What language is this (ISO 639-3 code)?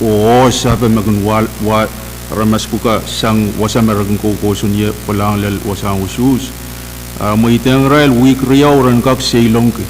pon